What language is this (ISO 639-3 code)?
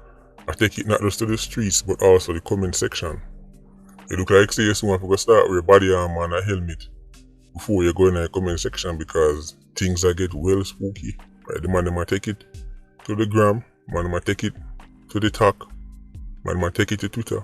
jam